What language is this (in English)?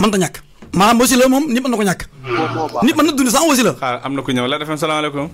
Wolof